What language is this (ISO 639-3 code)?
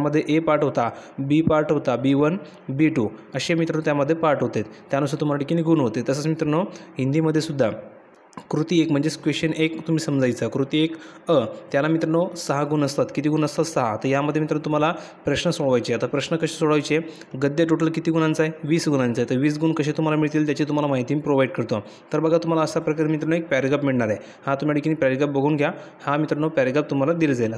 mar